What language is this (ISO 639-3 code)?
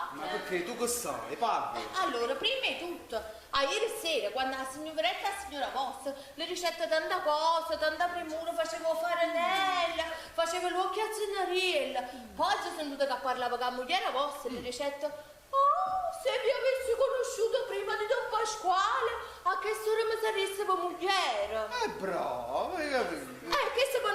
nap